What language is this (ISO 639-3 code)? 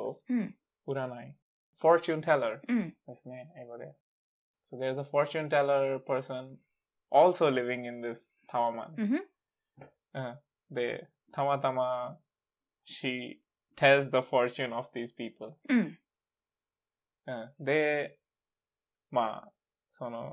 jpn